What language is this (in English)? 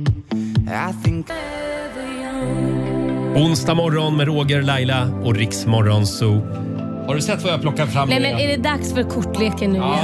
Swedish